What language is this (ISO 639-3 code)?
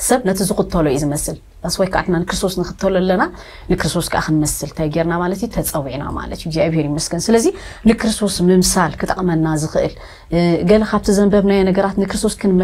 tir